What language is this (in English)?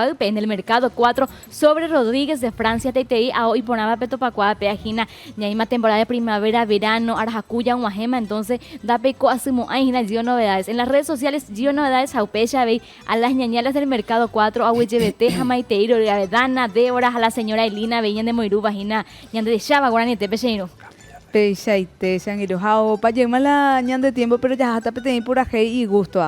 Guarani